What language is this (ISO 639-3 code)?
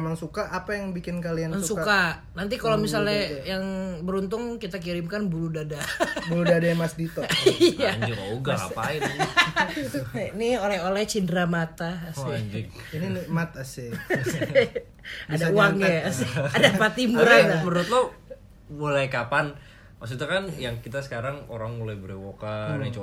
ind